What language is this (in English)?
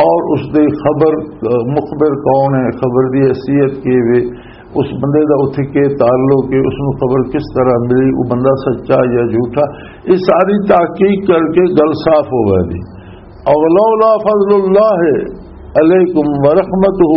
Western Panjabi